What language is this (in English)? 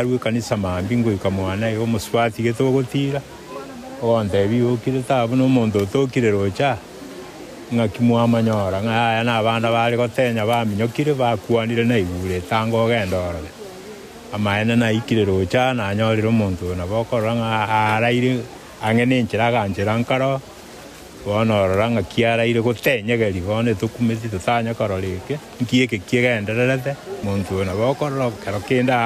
Gusii